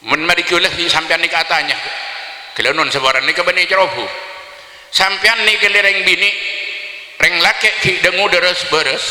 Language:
Madurese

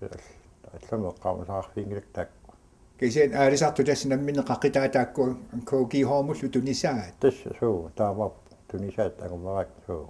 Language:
Kalaallisut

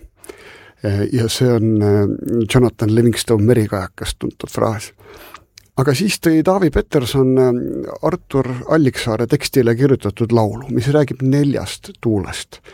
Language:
Estonian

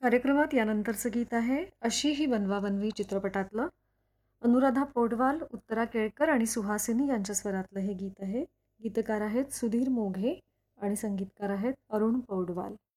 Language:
Marathi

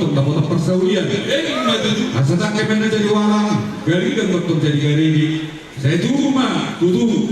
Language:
Batak Toba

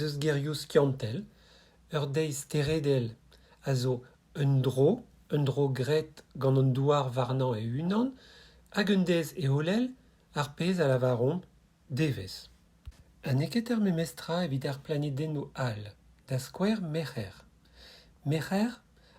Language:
Breton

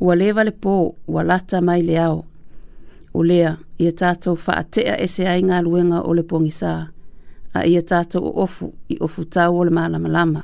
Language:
Samoan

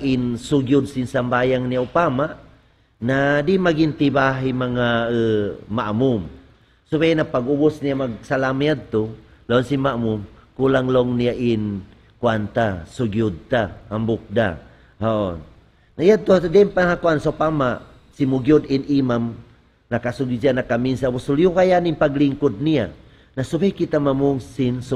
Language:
Tausug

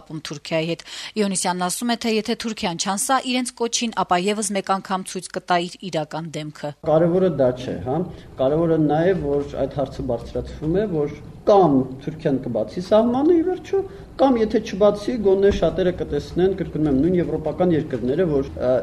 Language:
Armenian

